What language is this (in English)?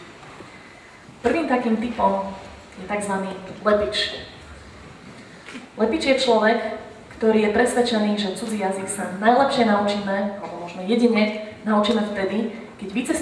Slovak